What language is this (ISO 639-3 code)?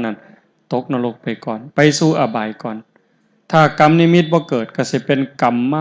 tts